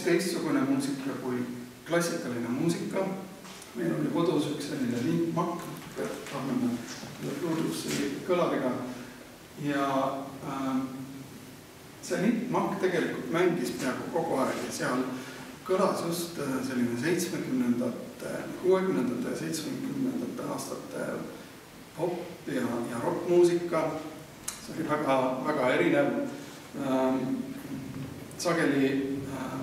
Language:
Estonian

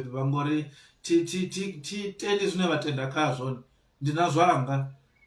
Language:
Venda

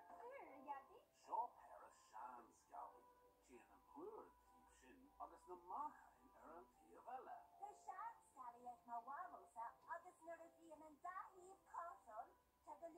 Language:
Irish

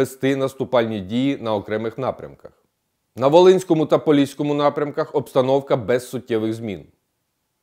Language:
Ukrainian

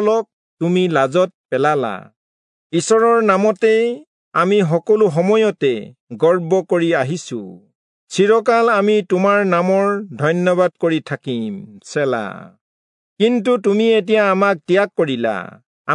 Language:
Assamese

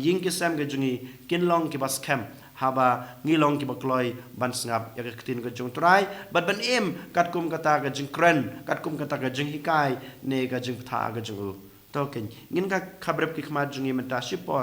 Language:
Khasi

